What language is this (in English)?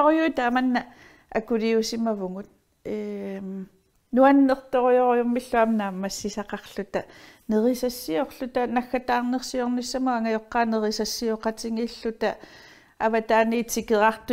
Kalaallisut